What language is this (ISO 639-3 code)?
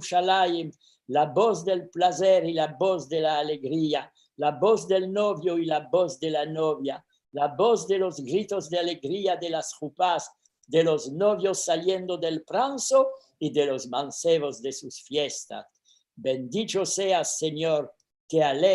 lad